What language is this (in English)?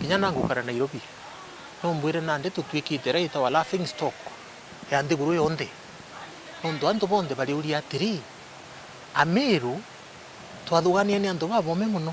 Meru